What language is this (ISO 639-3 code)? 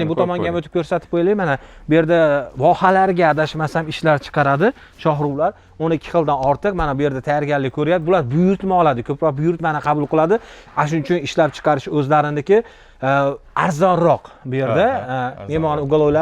uzb